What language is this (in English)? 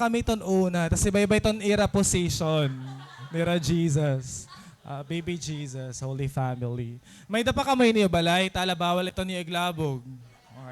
Waray